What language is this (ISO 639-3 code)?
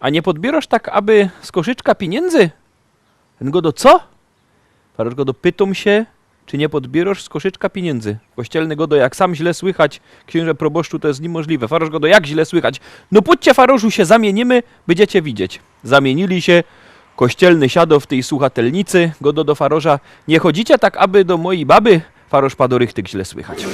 szl